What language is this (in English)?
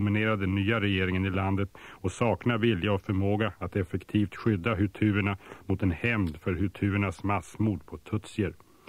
Swedish